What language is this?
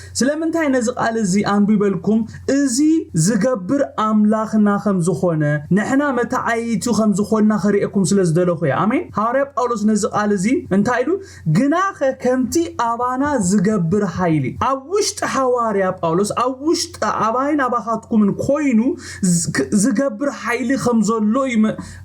Tigrinya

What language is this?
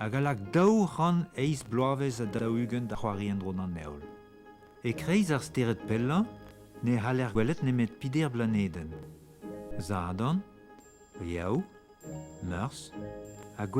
Breton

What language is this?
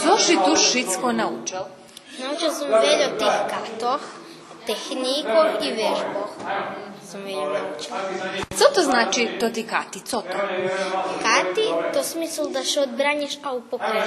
Rusyn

